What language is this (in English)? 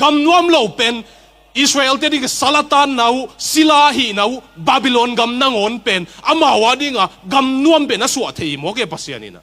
Tedim Chin